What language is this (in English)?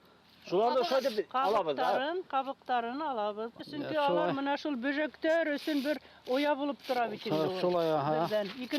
Bashkir